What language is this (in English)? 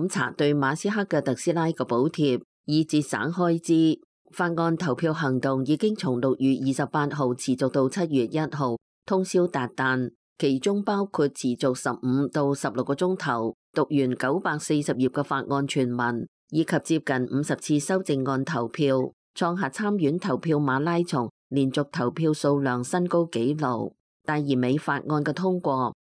Cantonese